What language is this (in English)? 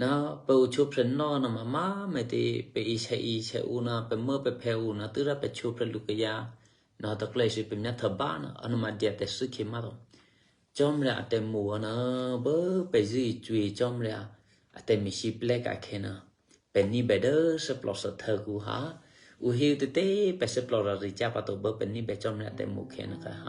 Eastern Kayah